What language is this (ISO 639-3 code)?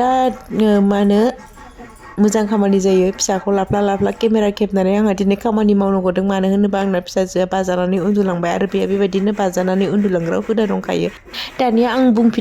brx